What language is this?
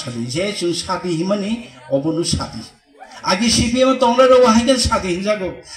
Kok Borok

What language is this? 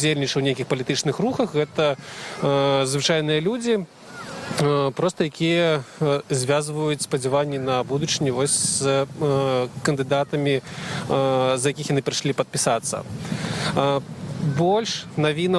Belarusian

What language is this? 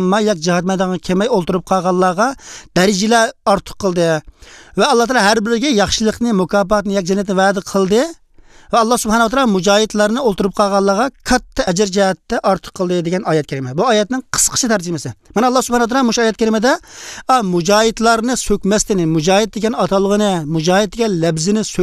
Uyghur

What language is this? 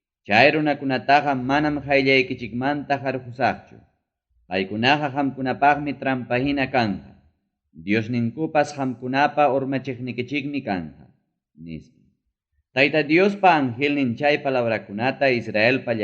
Ayacucho Quechua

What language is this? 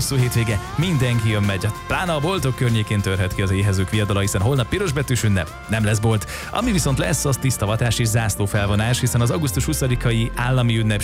Hungarian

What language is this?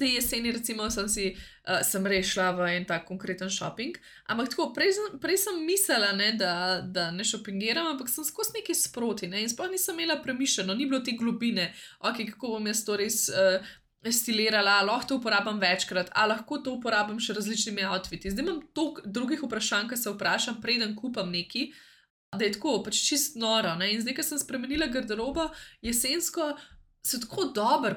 Slovenian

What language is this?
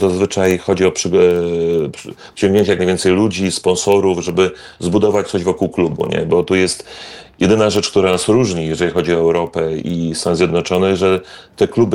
Polish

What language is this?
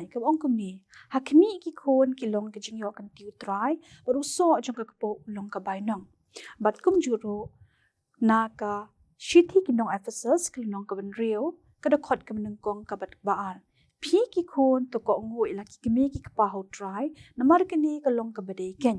Khasi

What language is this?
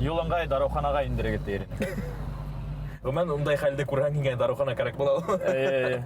Bashkir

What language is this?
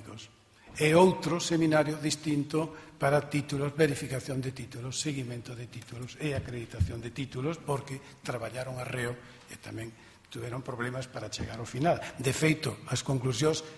Galician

